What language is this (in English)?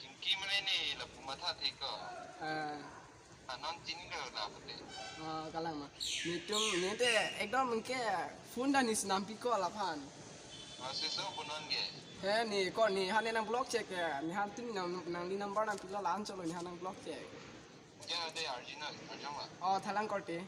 Karbi